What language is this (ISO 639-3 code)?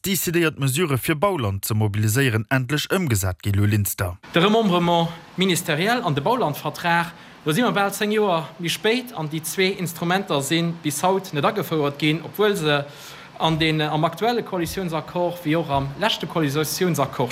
ltz